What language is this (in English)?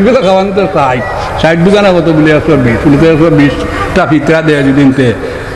Sylheti